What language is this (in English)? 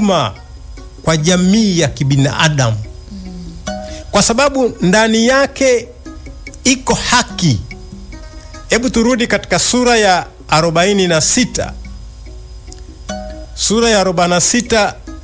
Swahili